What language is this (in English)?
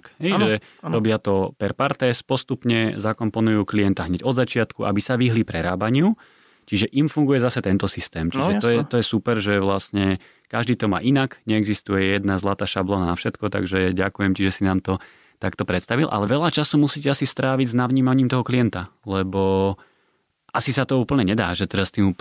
Slovak